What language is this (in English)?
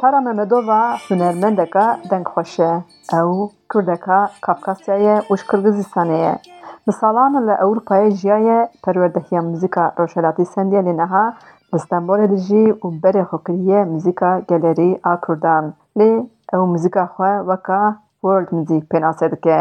Kurdish